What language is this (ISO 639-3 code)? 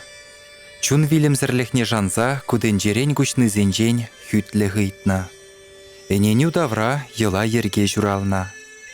chv